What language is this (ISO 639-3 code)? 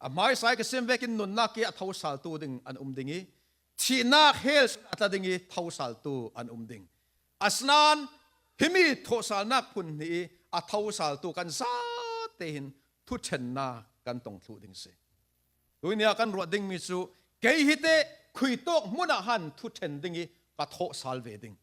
cfm